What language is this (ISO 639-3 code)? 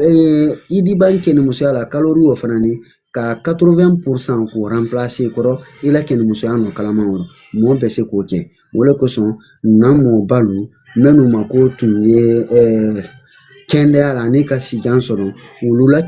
bam